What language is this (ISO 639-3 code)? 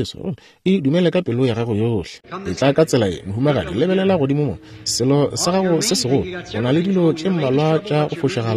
nso